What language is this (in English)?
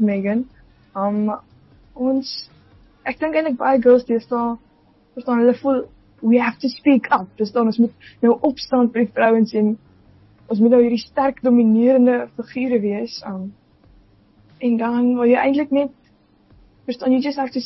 Afrikaans